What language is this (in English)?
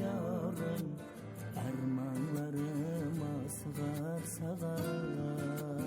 Kara-Kalpak